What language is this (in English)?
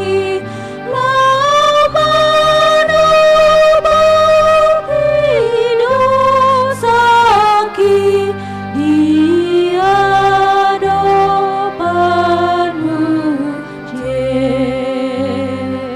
Batak Toba